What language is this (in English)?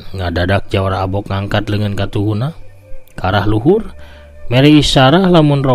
Sundanese